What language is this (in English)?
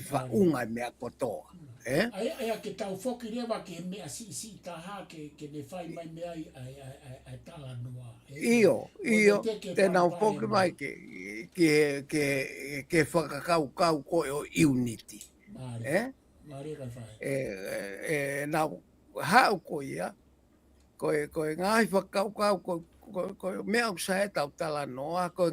Tongan